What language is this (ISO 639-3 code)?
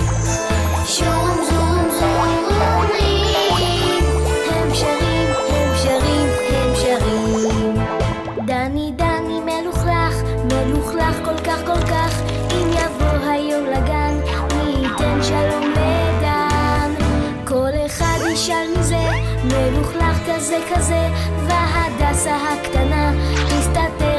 heb